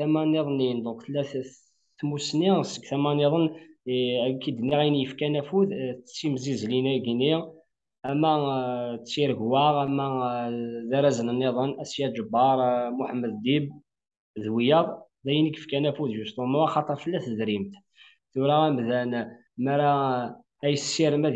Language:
Kabyle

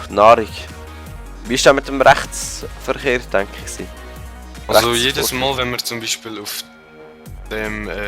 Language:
Swiss German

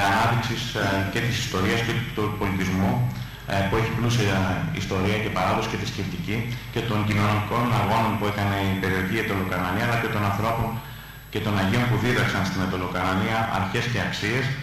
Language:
Greek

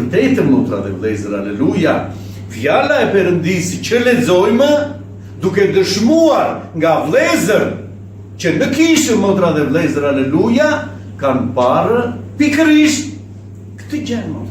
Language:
Albanian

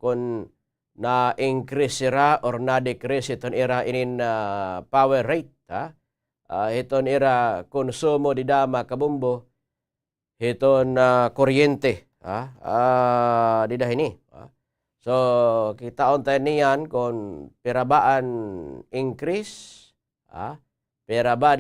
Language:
Waray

